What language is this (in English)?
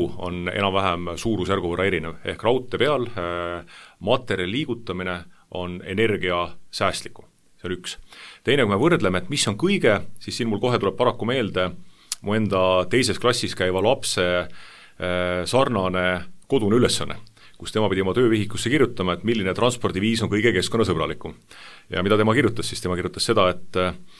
Estonian